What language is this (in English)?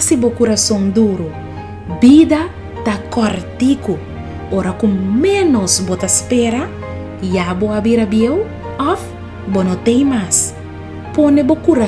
Papiamento